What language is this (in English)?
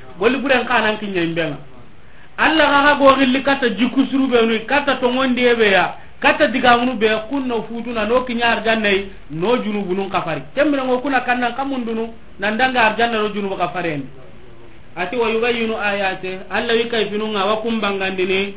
Soninke